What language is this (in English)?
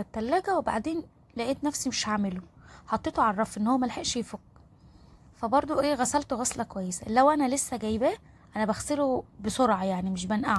Egyptian Arabic